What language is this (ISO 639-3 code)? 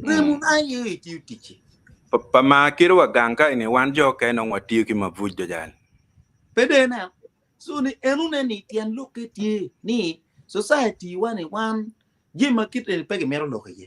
ach